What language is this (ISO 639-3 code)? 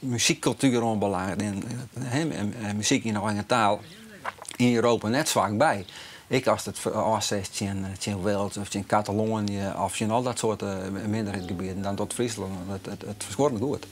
fry